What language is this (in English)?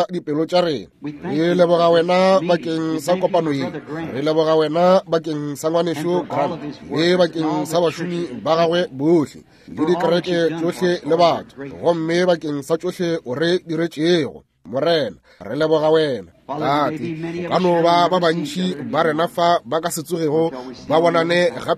Northern Sotho